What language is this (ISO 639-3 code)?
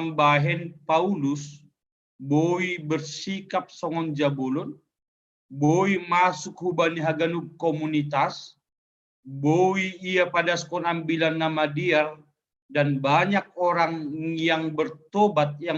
bts